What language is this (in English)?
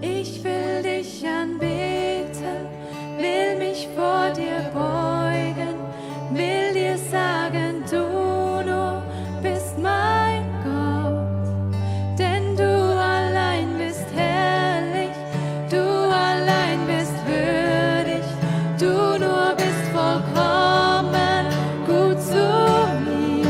Swiss German